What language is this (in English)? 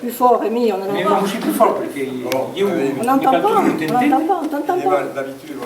Occitan